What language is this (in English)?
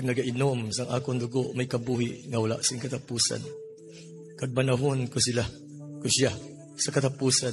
Hiligaynon